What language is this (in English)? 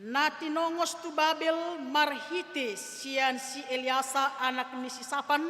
Batak Toba